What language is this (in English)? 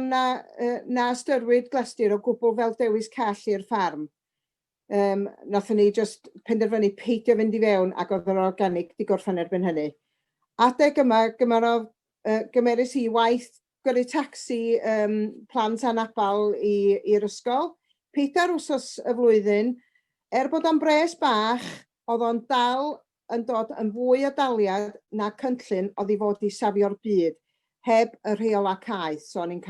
Welsh